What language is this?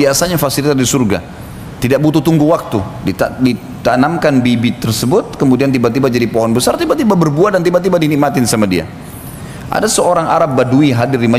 Indonesian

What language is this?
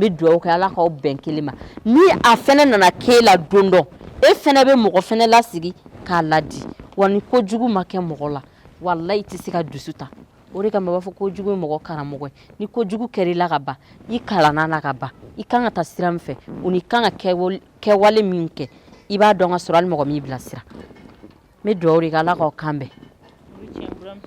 Bambara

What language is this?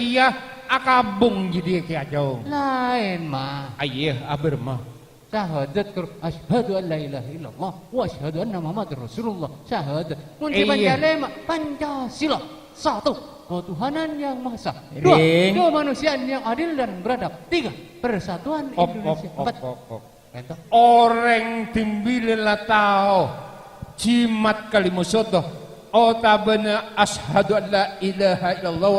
Madurese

